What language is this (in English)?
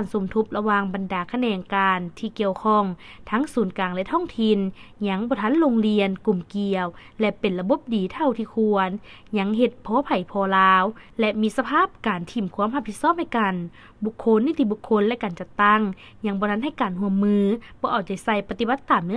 Lao